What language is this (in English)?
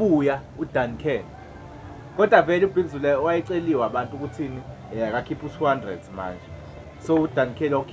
Zulu